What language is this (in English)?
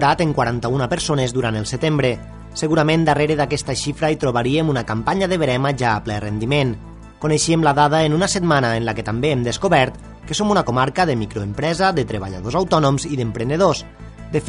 Catalan